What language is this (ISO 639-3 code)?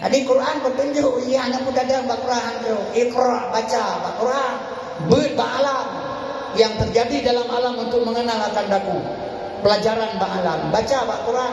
ace